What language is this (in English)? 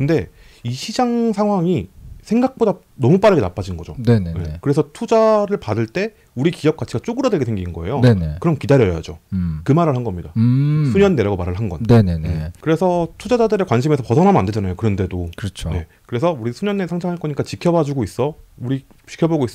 Korean